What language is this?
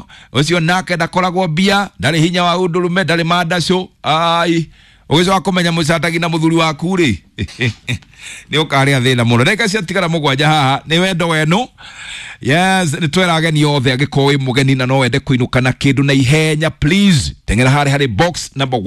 Kikuyu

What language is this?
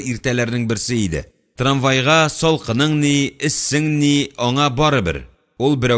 Tatar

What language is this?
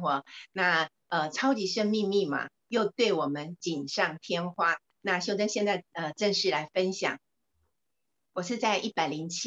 Chinese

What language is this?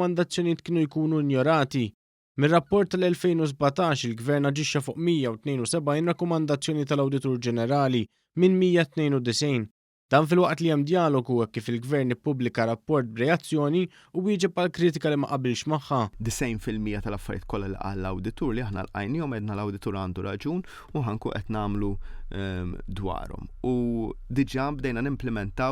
Maltese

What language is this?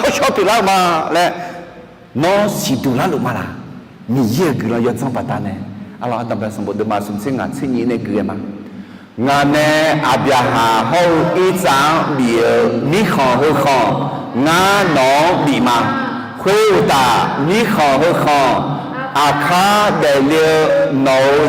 Akha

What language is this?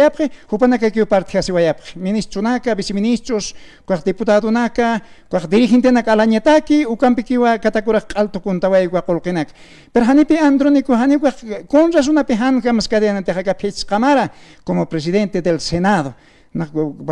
Aymara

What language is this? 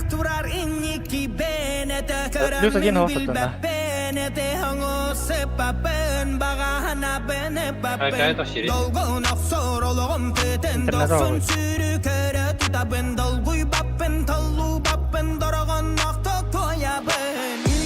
Yakut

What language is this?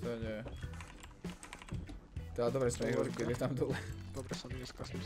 Slovak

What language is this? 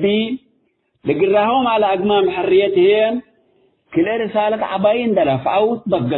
Tigre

